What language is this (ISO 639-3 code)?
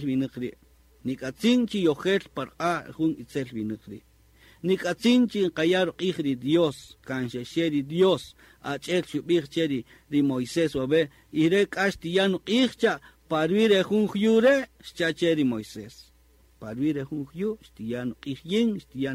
cak